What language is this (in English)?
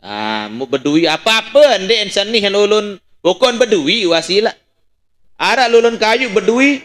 Sasak